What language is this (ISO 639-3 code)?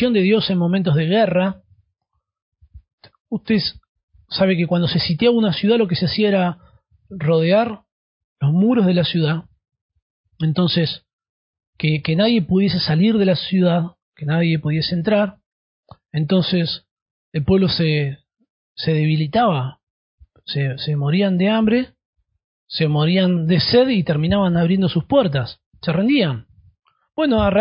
spa